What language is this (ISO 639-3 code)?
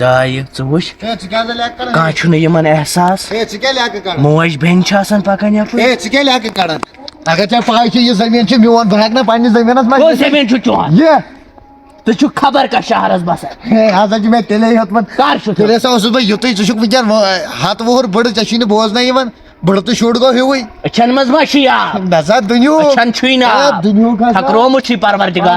kas